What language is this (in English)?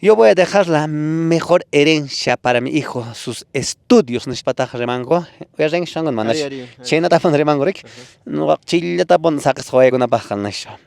Quechua